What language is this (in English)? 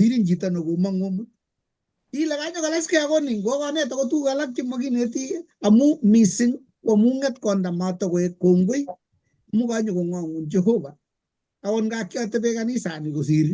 Kalenjin